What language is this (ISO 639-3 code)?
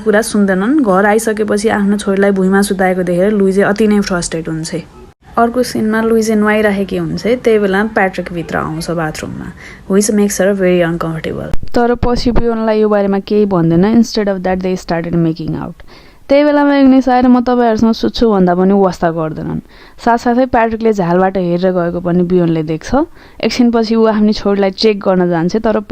nep